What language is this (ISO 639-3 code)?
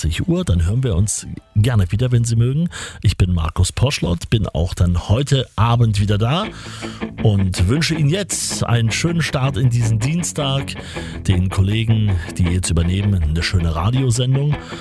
deu